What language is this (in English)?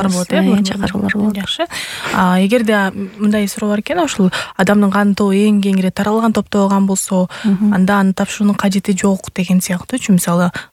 Kyrgyz